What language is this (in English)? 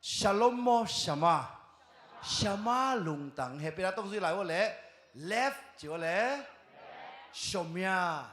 Tedim Chin